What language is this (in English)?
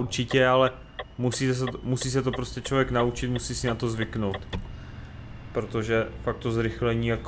Czech